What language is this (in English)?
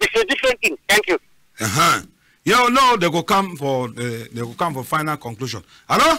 Cameroon Pidgin